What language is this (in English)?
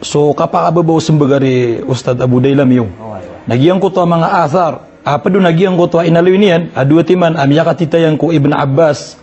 Maranao